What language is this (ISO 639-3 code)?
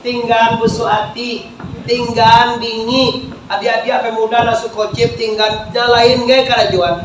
min